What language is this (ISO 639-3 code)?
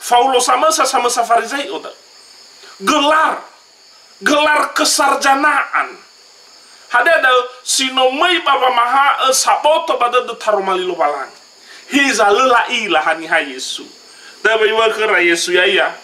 nia